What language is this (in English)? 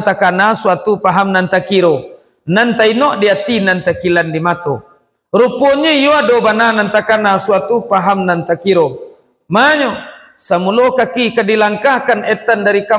Minangkabau